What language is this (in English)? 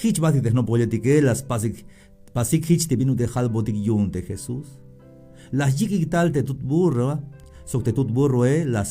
Tzeltal